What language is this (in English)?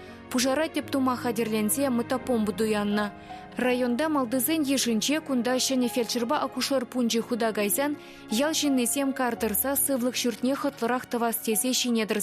Chuvash